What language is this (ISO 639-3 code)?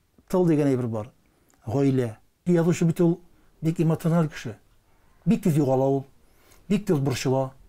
tat